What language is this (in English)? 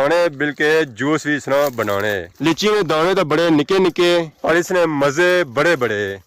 Pahari-Potwari